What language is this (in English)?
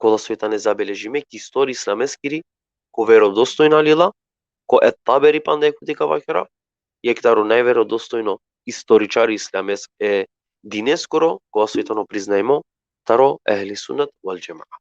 Balkan Romani